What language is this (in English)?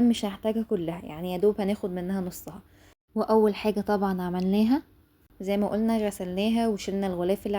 Egyptian Arabic